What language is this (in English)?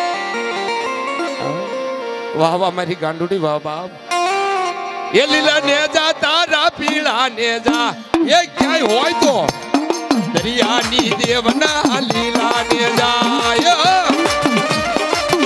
Gujarati